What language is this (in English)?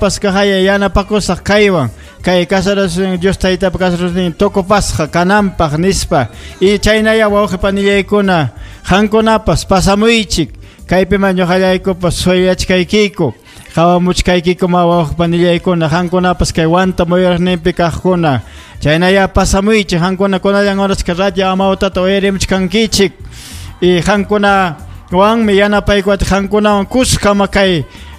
Ayacucho Quechua